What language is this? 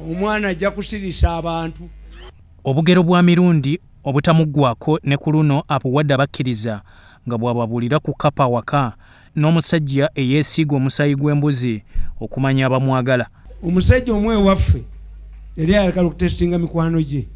Ganda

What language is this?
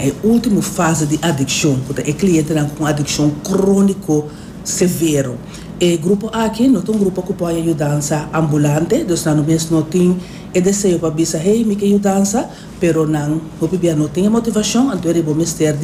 Papiamento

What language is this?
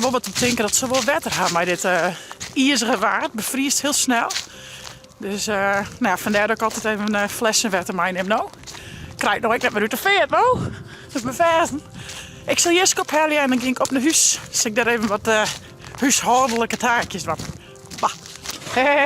Western Frisian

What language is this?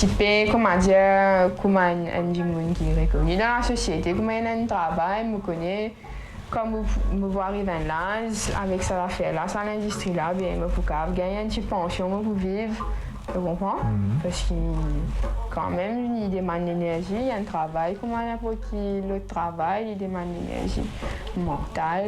Morisyen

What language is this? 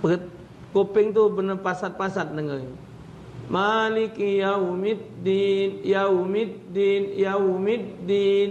Musi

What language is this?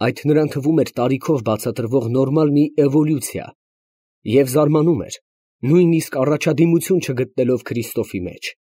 Armenian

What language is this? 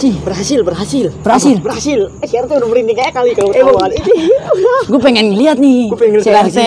Betawi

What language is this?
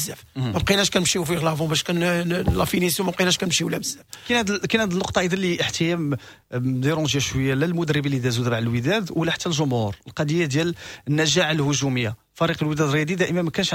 Moroccan Arabic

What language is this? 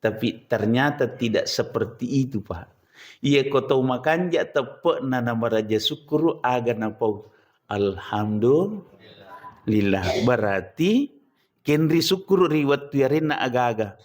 Buginese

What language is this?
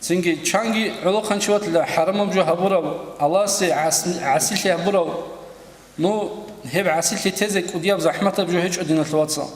Avaric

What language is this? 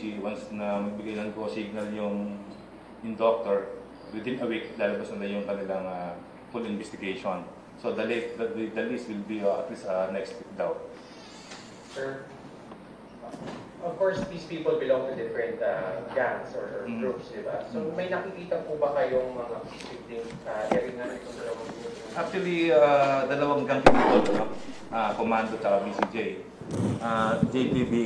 Filipino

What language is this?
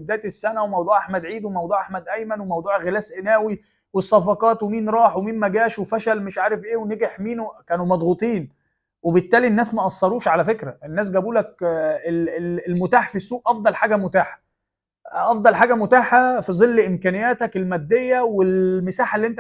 Egyptian Arabic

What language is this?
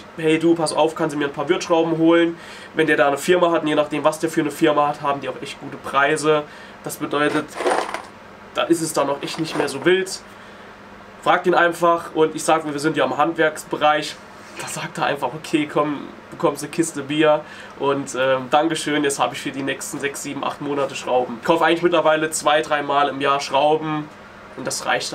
German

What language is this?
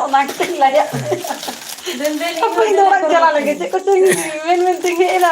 Santali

